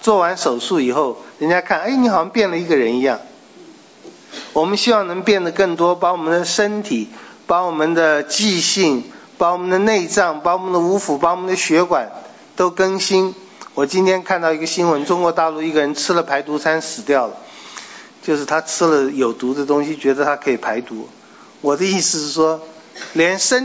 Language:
Chinese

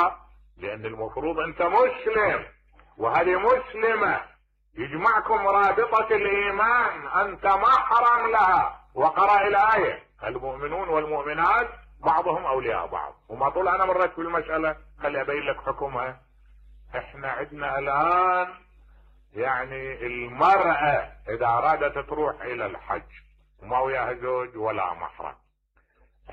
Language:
Mesopotamian Arabic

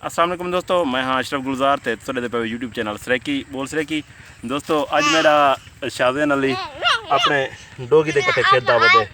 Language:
Saraiki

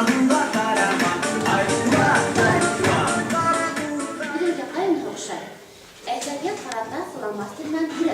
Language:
Bashkir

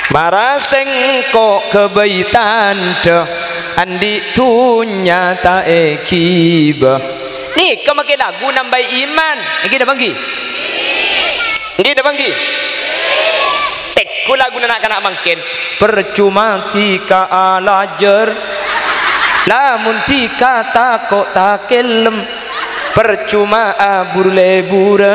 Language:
Madurese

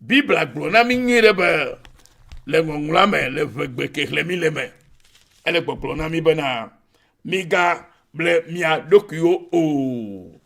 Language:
Ewe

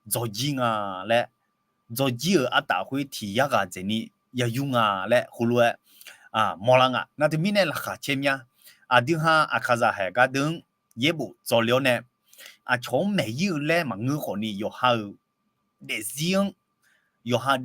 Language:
Akha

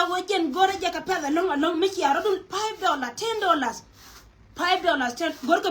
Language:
Nuer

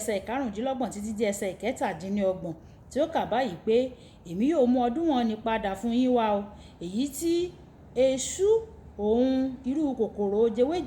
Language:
Yoruba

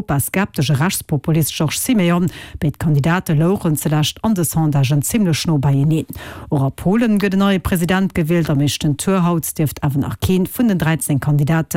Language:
Luxembourgish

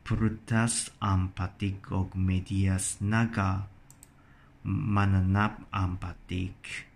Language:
Cebuano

